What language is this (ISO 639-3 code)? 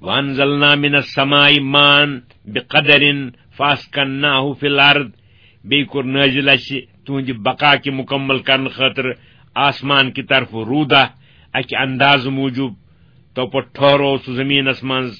kas